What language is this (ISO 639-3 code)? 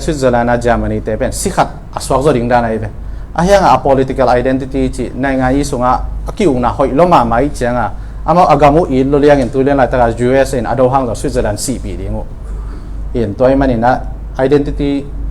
ctd